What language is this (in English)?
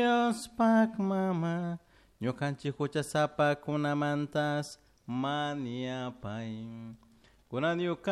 Chimborazo Highland Quichua